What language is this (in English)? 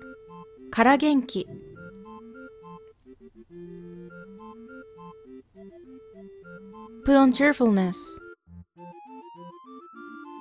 Japanese